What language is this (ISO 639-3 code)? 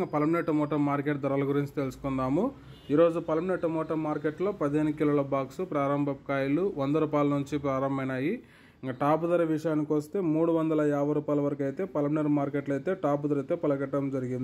tel